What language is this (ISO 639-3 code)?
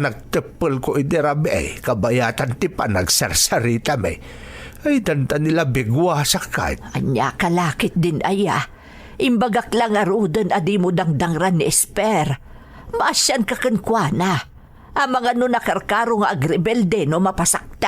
ilo